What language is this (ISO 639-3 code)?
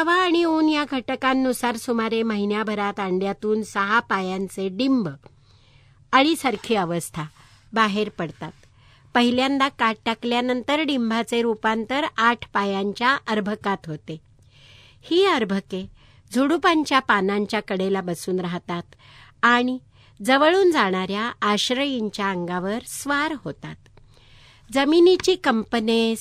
mar